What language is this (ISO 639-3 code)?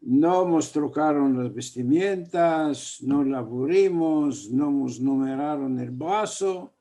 lad